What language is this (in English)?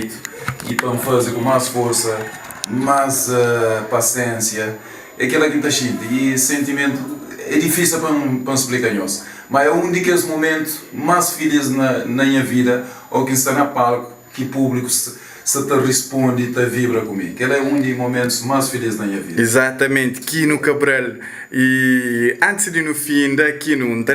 Kabuverdianu